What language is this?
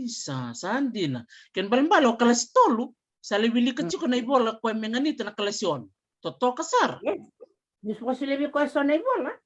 Fijian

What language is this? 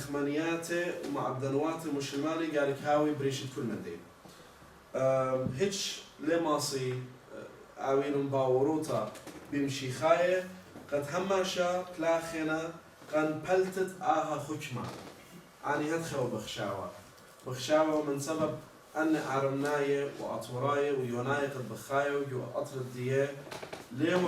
Assyrian Neo-Aramaic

